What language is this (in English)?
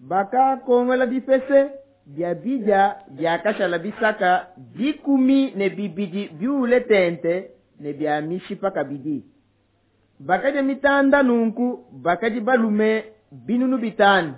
Luba-Lulua